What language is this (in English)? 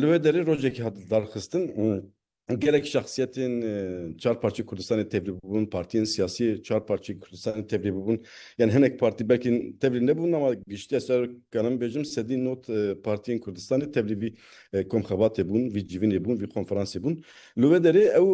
Kurdish